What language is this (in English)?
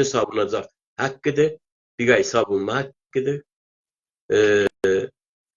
South Azerbaijani